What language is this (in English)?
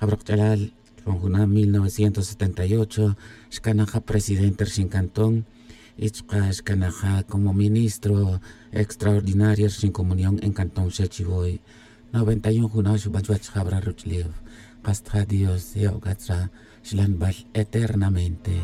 Tz'utujil